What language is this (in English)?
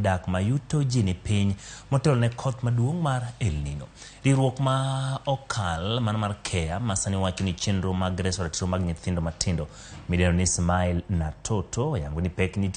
Luo (Kenya and Tanzania)